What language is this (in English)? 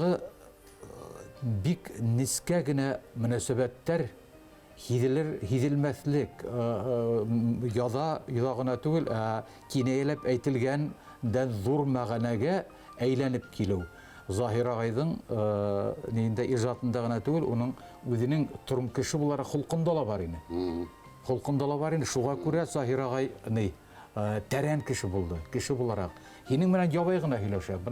Bashkir